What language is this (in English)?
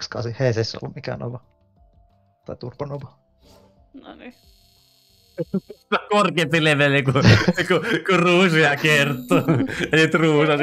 Finnish